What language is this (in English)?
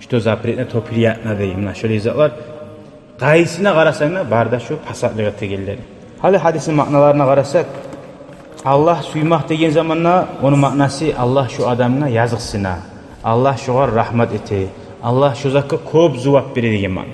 Kumyk